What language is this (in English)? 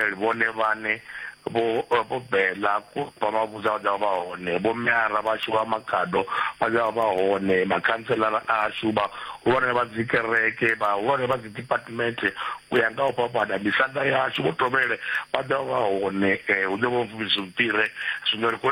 Venda